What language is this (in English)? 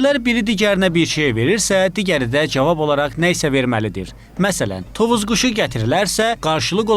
Azerbaijani